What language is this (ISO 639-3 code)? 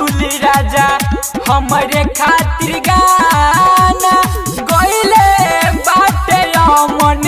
bho